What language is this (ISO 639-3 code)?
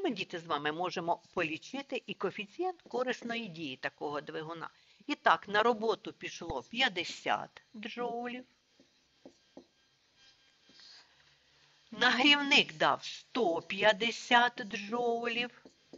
ukr